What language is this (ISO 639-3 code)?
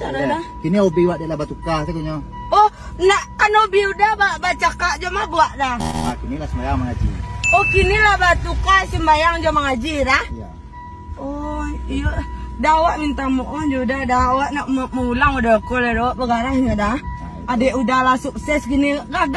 min